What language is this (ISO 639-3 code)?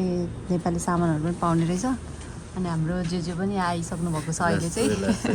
nep